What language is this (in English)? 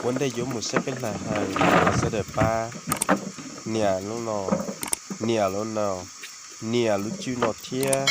Hmong